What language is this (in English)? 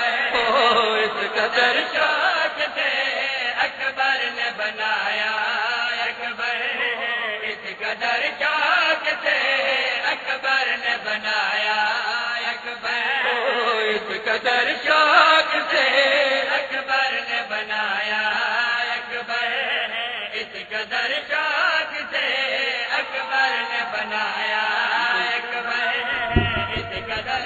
Urdu